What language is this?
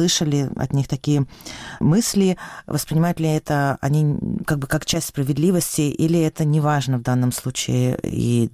Russian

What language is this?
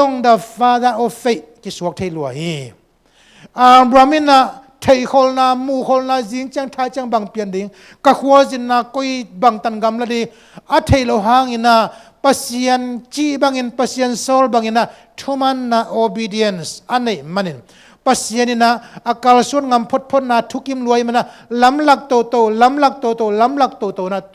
Tedim Chin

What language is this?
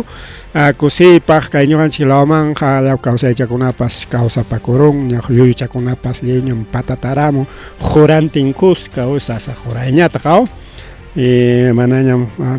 Ayacucho Quechua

